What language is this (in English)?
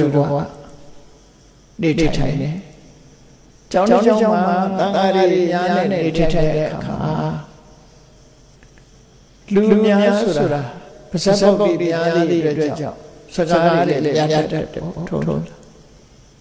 Burmese